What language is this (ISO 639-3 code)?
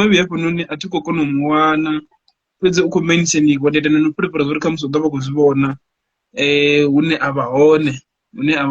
ven